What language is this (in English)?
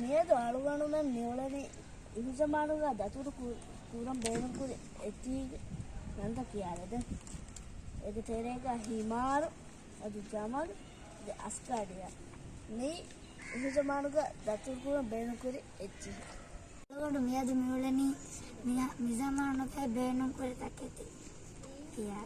Divehi